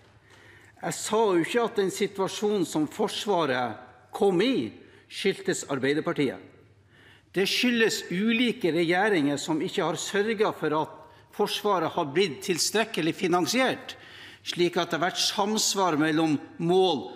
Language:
Norwegian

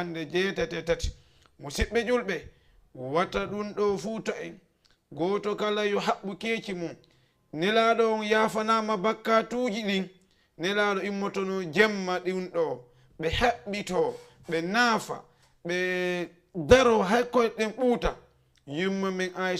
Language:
Fula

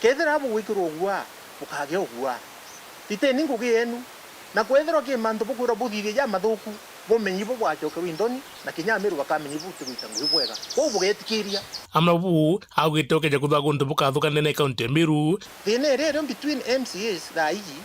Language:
Meru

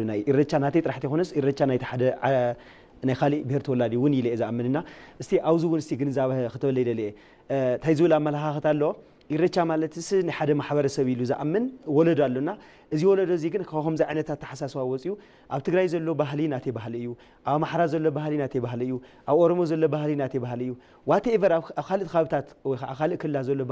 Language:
Tigrinya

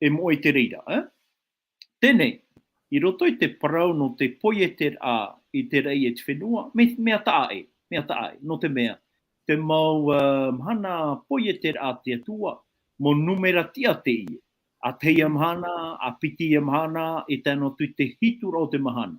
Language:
Tahitian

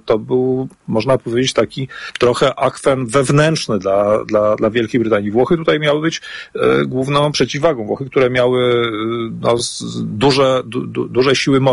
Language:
Polish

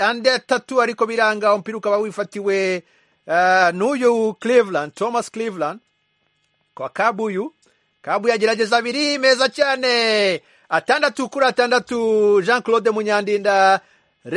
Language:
Kinyarwanda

